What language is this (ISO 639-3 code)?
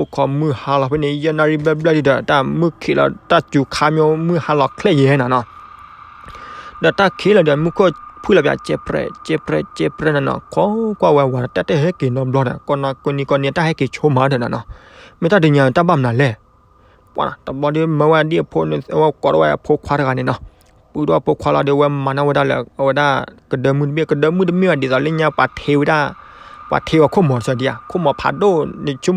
ksw